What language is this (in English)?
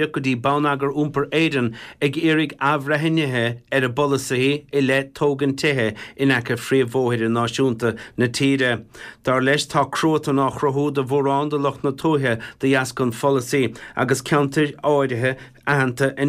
Irish